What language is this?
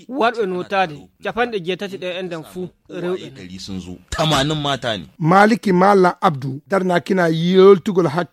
Fula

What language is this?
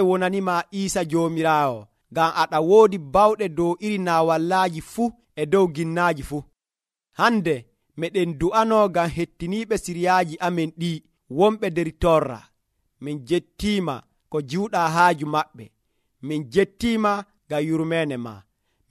Nigerian Fulfulde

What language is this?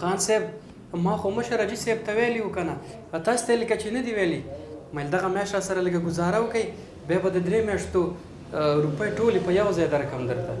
Pashto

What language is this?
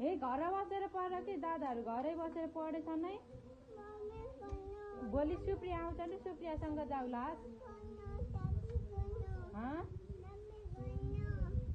Nepali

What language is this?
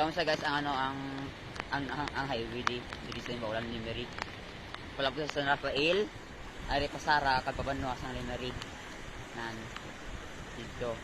Hiligaynon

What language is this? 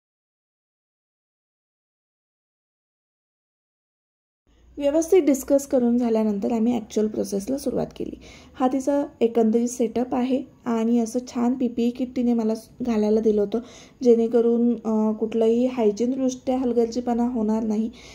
Marathi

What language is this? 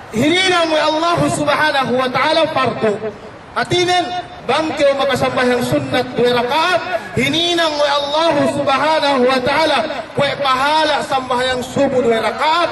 Yakan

